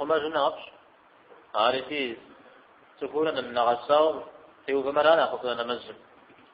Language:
Kabardian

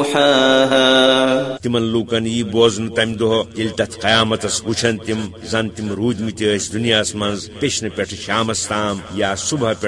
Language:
Kashmiri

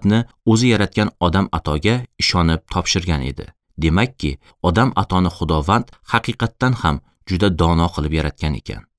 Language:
Uzbek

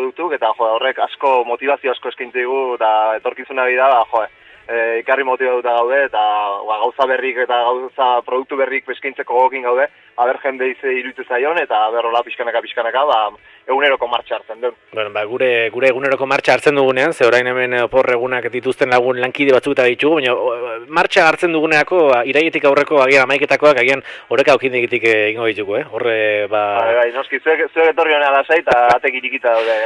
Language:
Basque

